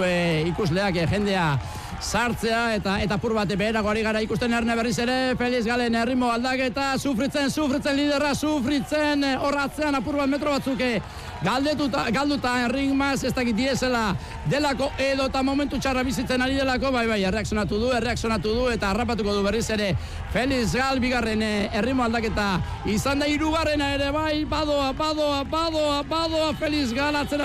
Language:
Basque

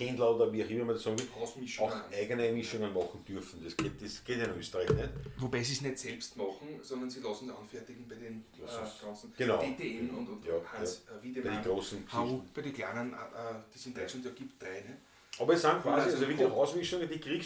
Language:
Bavarian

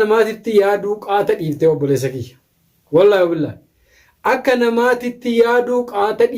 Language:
Oromo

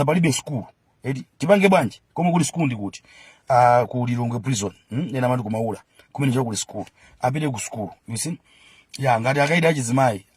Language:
Nyanja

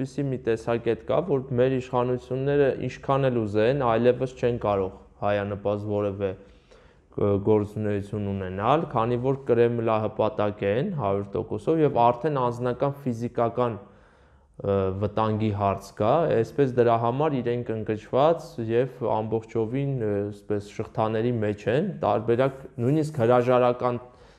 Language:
Armenian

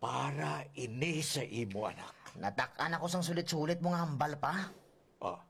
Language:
Hiligaynon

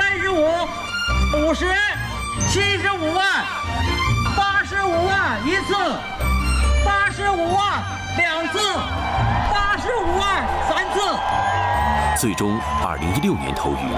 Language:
Chinese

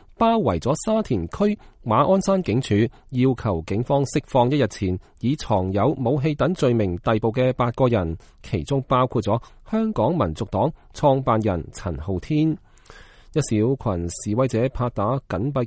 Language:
Cantonese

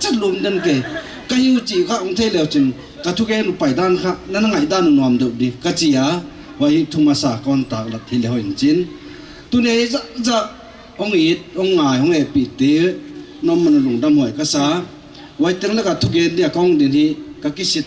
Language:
Paite Chin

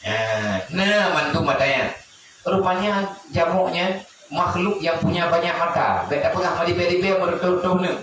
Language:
Achinese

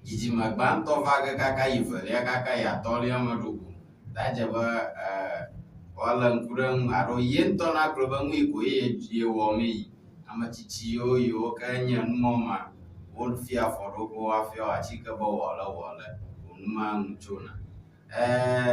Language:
Ewe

